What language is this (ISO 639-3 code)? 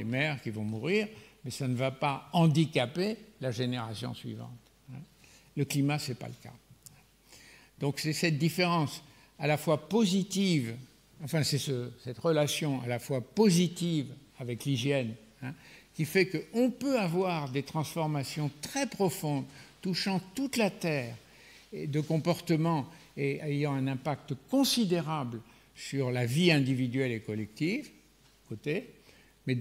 fra